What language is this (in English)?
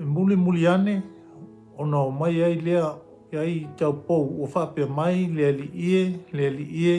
Samoan